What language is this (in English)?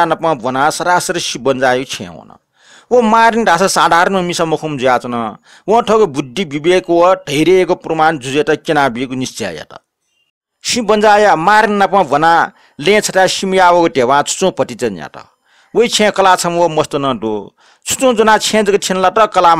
Newari